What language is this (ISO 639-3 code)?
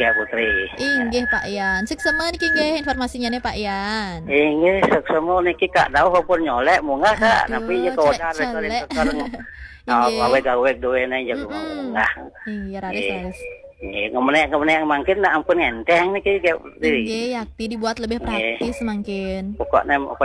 ban